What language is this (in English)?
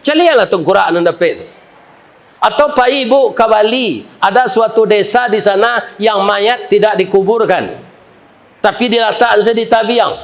Minangkabau